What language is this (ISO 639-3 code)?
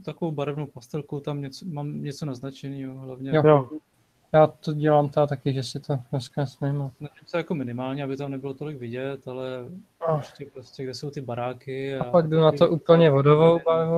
ces